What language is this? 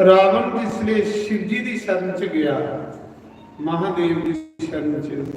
Dogri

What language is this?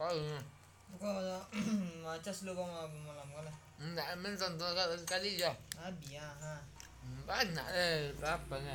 Minangkabau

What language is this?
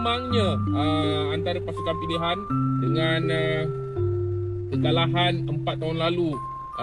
Malay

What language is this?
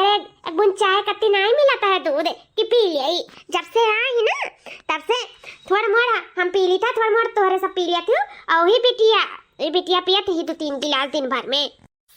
Awadhi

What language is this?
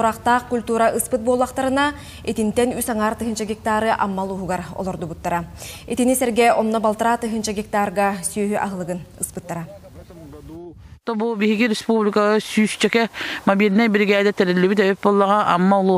Yakut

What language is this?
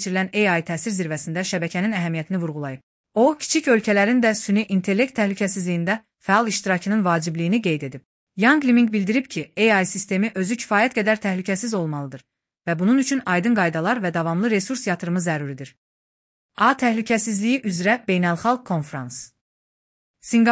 Azerbaijani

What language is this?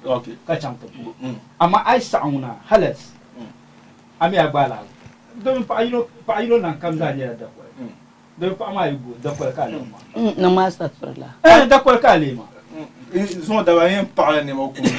Dagbani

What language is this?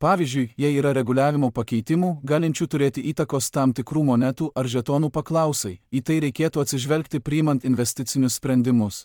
Lithuanian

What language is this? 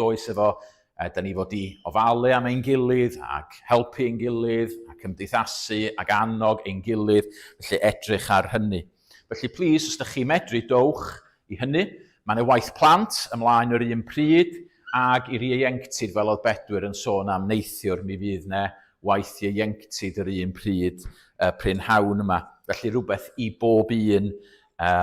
Welsh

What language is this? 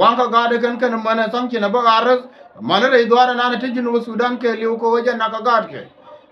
Nuer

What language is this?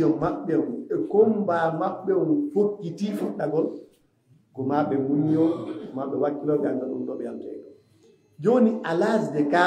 Fula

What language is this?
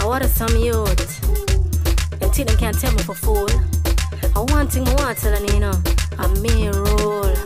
Jamaican Creole English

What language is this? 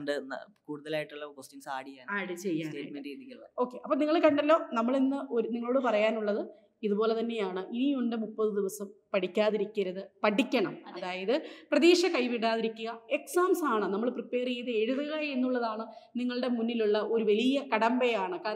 Malayalam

